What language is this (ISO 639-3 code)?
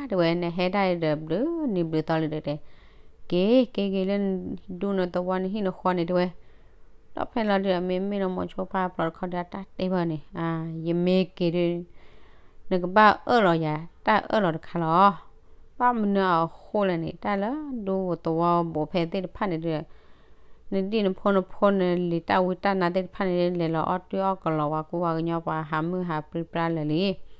ksw